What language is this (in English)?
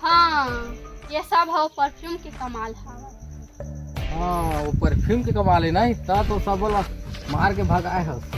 Chhattisgarhi